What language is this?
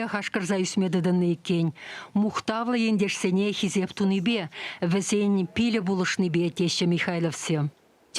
Chuvash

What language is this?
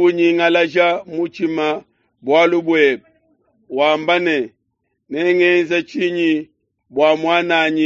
Luba-Lulua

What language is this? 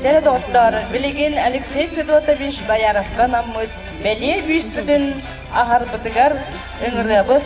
Yakut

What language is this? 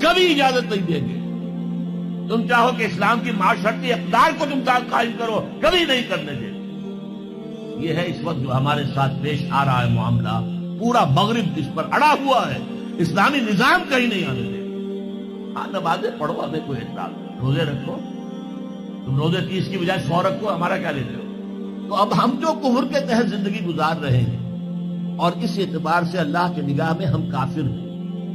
Urdu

